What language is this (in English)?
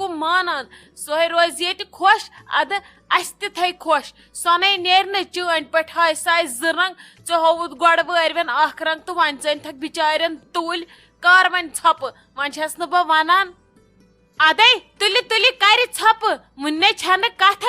Kashmiri